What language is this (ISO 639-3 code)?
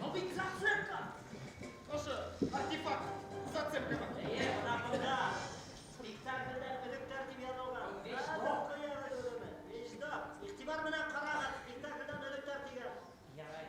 bak